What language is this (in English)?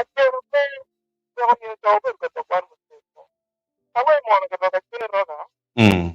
Acoli